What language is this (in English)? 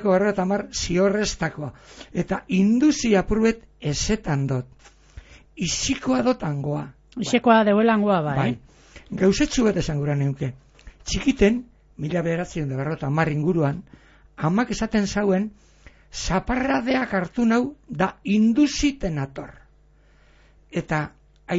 Basque